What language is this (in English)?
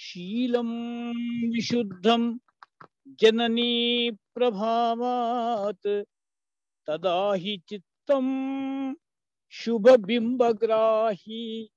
Sanskrit